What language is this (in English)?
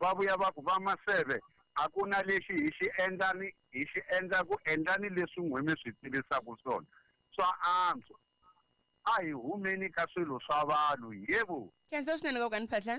Tsonga